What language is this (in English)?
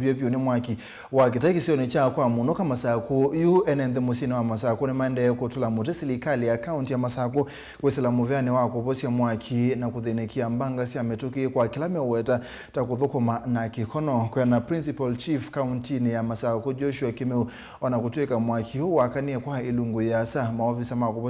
Kamba